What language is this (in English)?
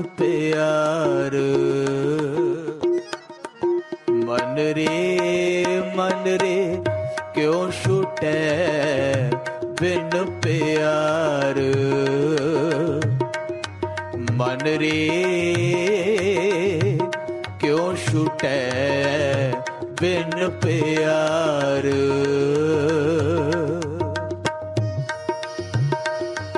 Punjabi